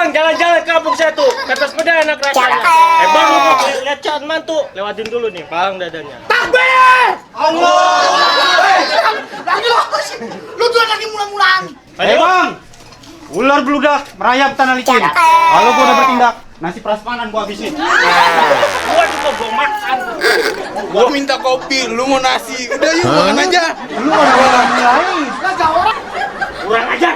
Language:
Betawi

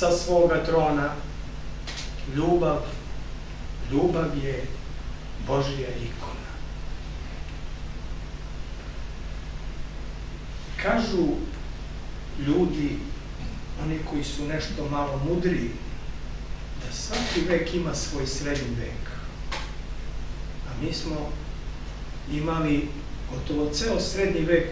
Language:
Serbian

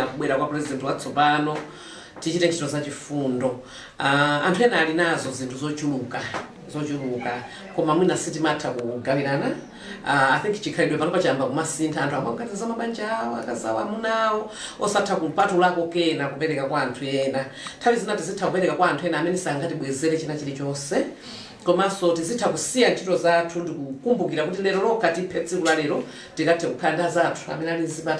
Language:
Nyanja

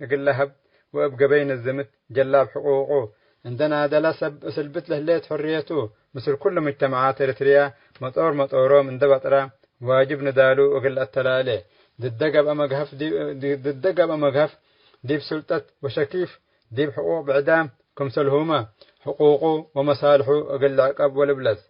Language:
Tigre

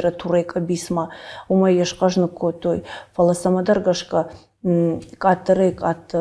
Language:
Ossetic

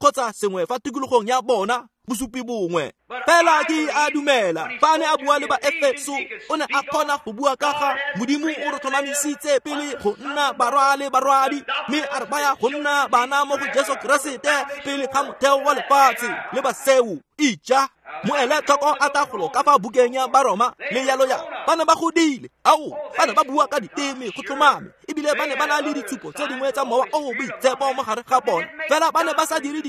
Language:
Tswana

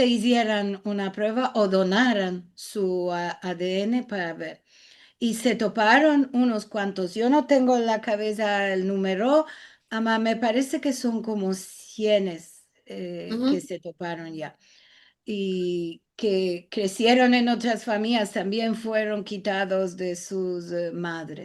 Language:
Ladino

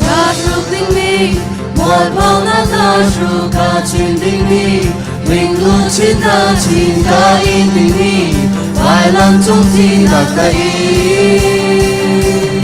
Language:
Hakha Chin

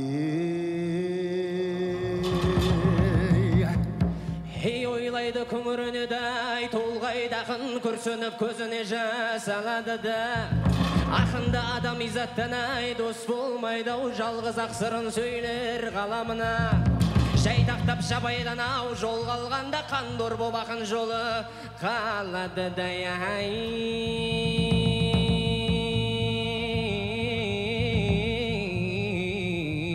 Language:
Kazakh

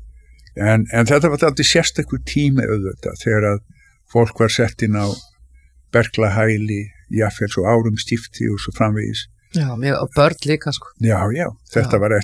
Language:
Icelandic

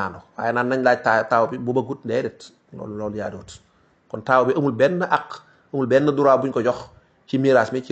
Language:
Wolof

